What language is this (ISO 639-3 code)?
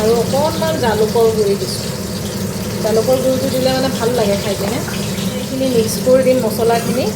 asm